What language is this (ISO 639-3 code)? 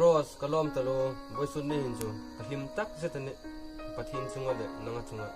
hmr